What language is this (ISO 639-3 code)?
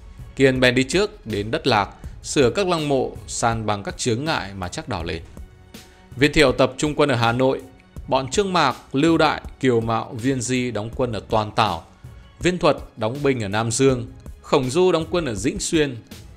vie